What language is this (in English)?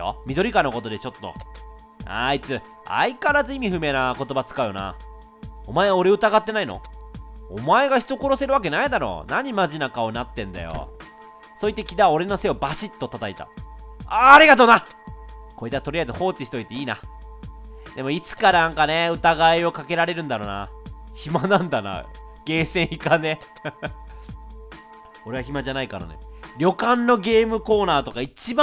Japanese